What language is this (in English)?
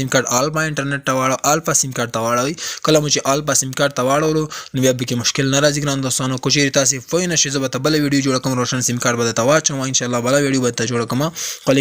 Pashto